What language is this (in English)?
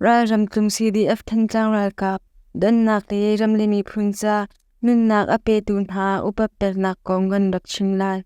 Hakha Chin